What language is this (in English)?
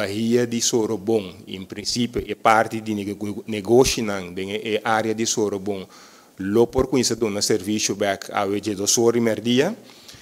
Papiamento